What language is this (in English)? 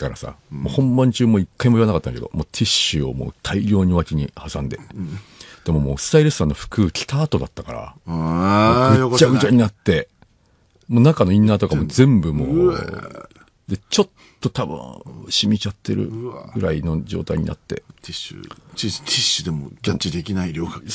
Japanese